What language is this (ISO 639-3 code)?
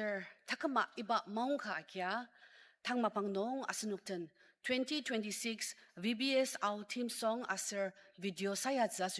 njo